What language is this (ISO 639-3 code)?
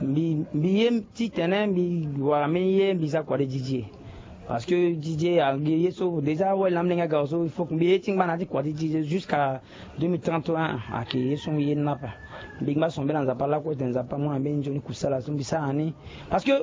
sag